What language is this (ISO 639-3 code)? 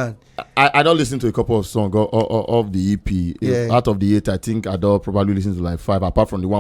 pcm